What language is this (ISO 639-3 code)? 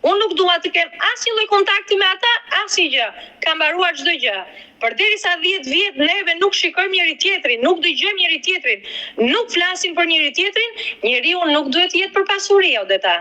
sqi